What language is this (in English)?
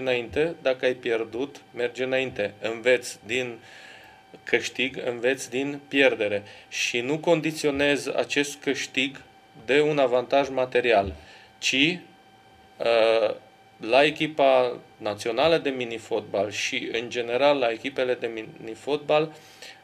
Romanian